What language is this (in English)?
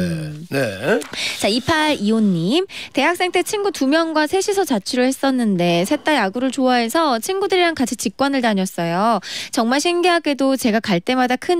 Korean